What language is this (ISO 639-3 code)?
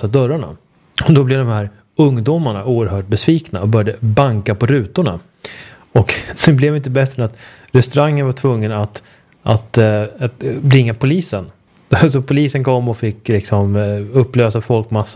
swe